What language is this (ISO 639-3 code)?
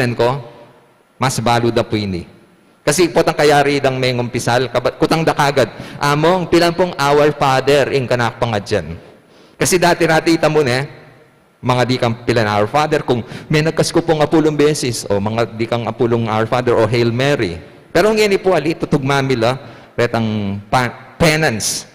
pam